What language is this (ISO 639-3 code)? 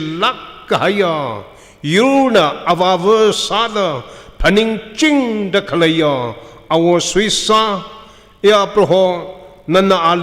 nmf